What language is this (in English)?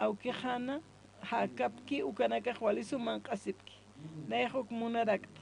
Aymara